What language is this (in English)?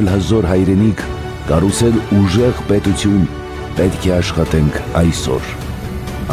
Armenian